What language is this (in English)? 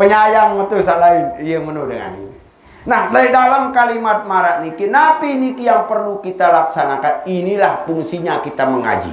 Sasak